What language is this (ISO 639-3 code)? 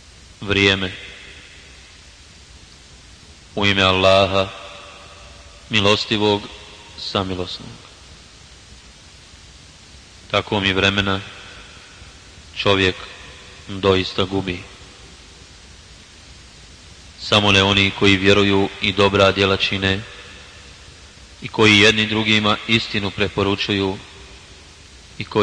bos